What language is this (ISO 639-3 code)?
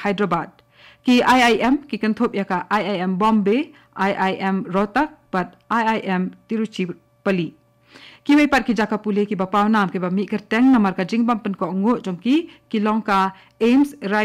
kha